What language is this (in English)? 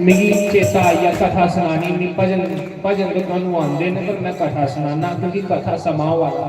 Dogri